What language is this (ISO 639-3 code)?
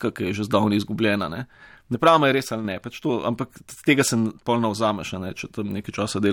slv